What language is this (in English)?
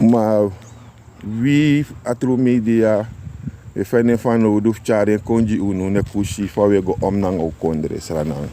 Sranan Tongo